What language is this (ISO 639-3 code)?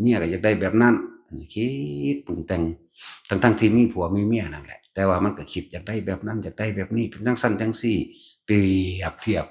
tts